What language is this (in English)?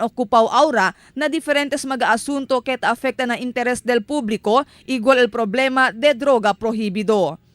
Chavacano